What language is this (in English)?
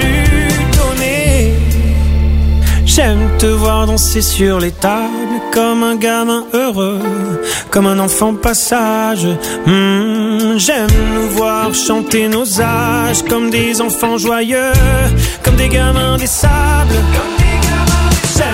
French